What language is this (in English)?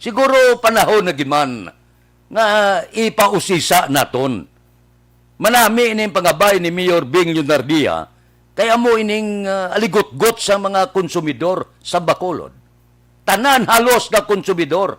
Hiligaynon